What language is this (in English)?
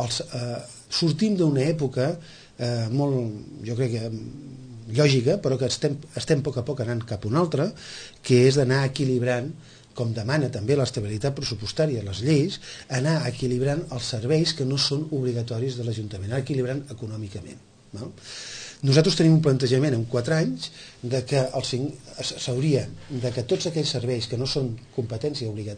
Catalan